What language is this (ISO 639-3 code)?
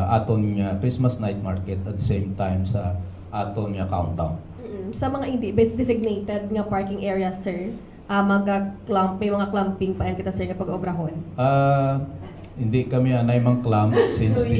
hil